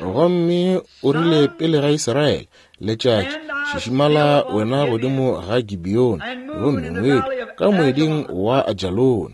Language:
Northern Sotho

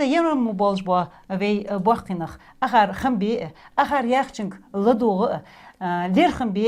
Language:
Ingush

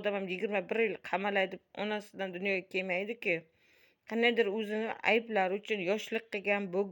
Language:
Uzbek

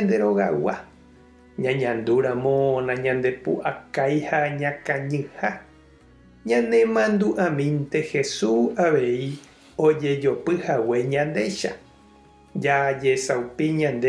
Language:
Guarani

